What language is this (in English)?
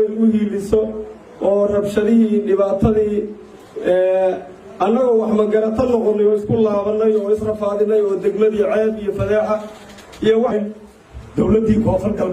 Somali